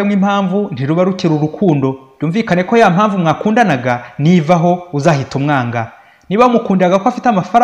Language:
Kinyarwanda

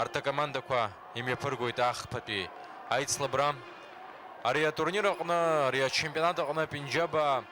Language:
Abkhazian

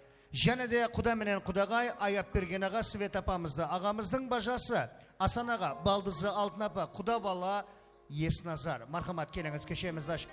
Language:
Kara-Kalpak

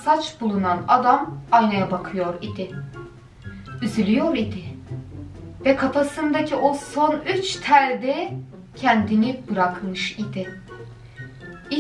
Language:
Turkish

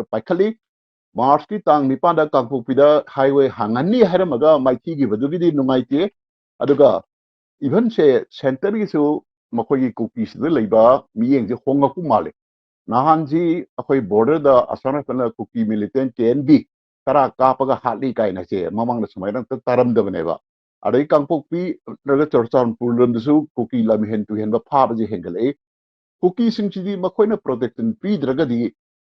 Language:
Manipuri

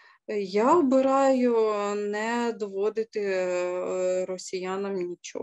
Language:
Ukrainian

